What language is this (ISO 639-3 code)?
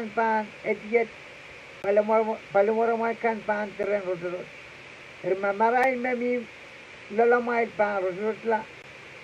pon